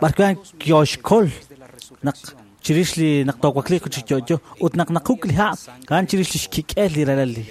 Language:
Kekchí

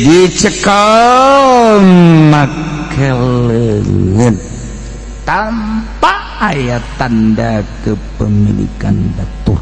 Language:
Sundanese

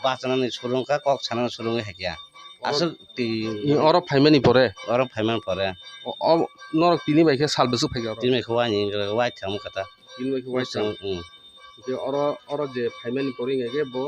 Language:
Kok Borok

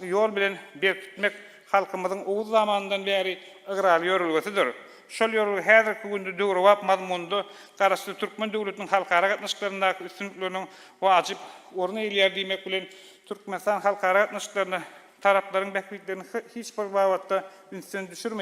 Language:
Turkmen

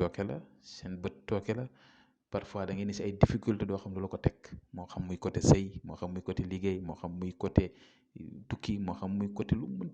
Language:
Wolof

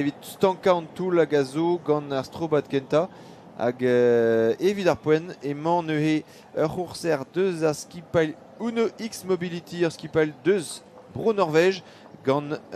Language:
Breton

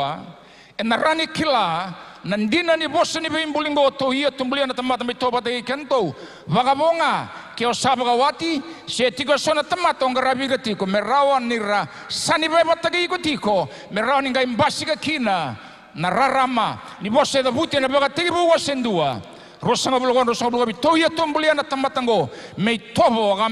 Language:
Fijian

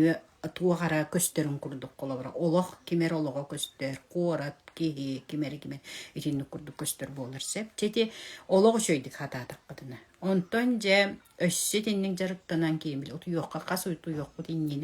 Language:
Yakut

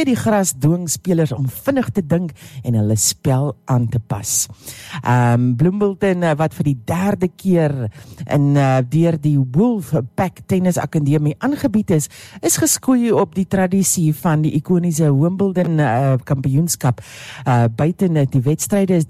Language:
Afrikaans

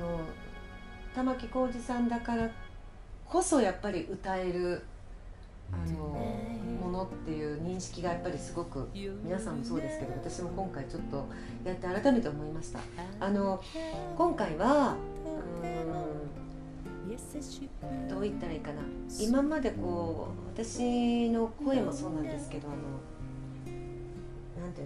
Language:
Japanese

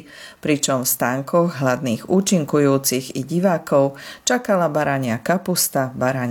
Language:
Slovak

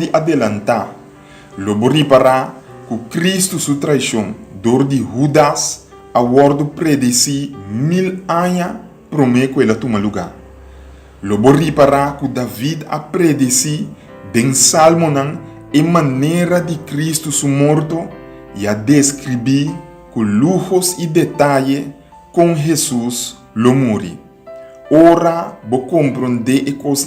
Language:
Papiamento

